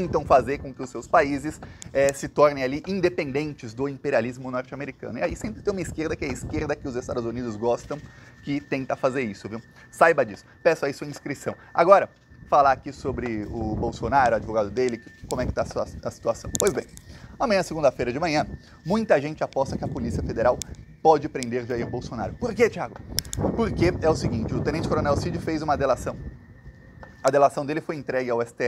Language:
Portuguese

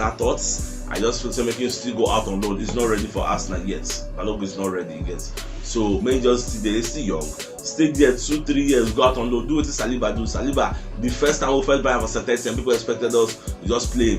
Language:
Nigerian Pidgin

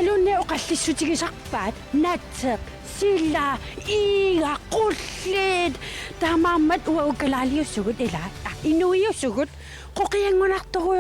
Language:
Kalaallisut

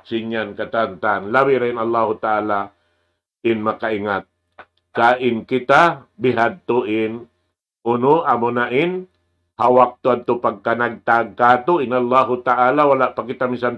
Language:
Tausug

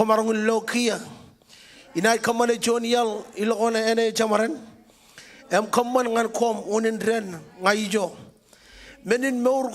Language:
Marshallese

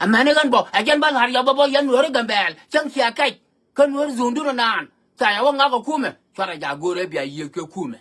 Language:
Nuer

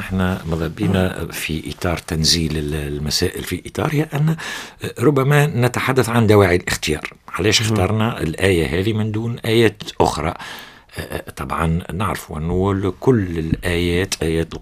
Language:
Tunisian Arabic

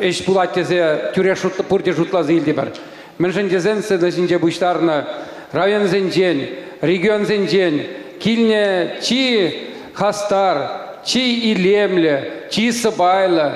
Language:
Chuvash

